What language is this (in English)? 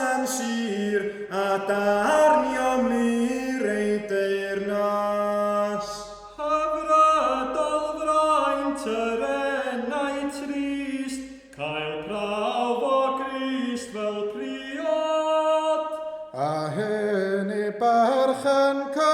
Welsh